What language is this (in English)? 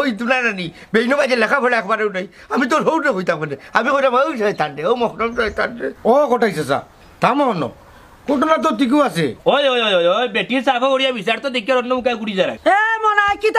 Sylheti